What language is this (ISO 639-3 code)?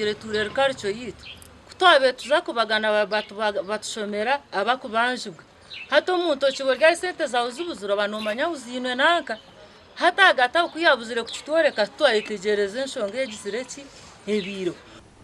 nyn